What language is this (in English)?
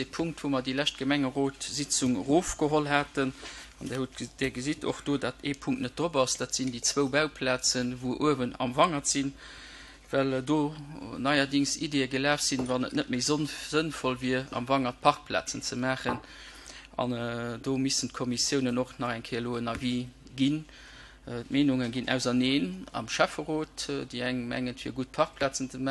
Luxembourgish